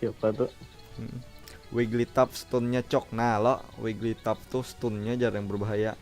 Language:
Banjar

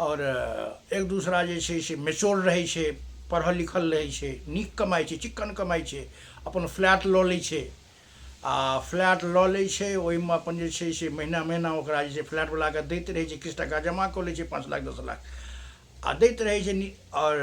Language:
Maithili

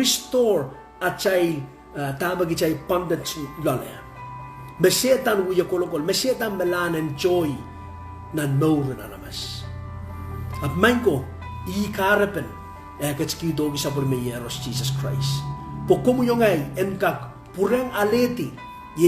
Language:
Pohnpeian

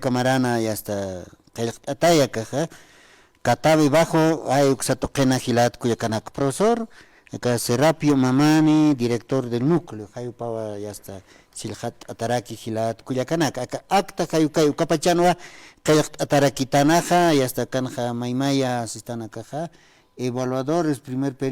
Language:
Aymara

